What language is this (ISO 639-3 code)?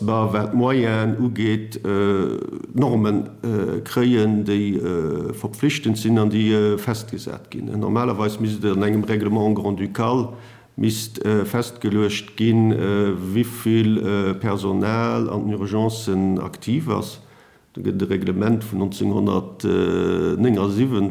ltz